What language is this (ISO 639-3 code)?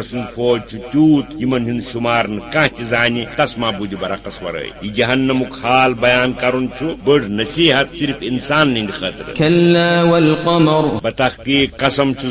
kas